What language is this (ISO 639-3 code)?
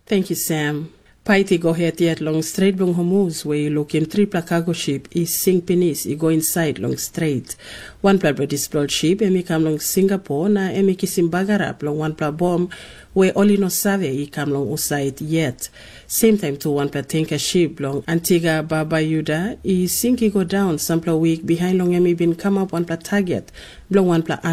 tpi